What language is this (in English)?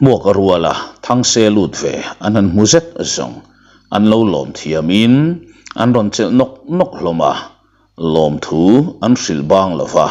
Mizo